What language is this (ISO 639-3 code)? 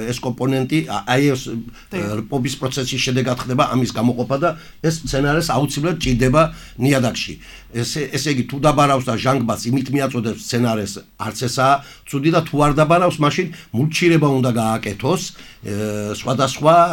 kat